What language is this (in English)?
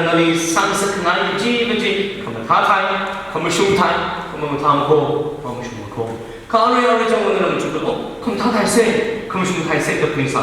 Tangkhul Naga (India)